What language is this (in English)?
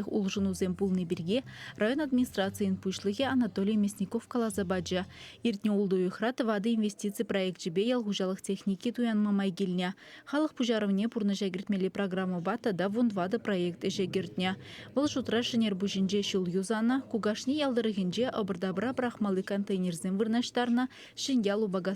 Chuvash